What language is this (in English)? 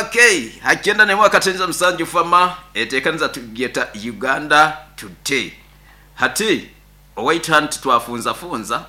Nyankole